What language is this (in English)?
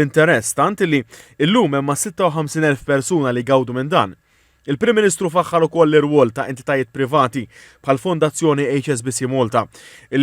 Maltese